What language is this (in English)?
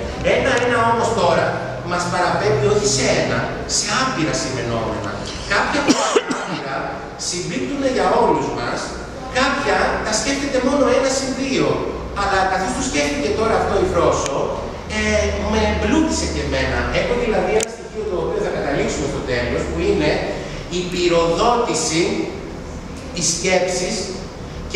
Greek